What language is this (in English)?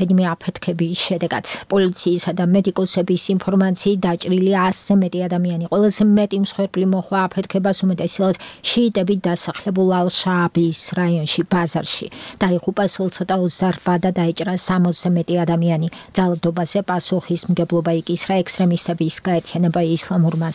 Georgian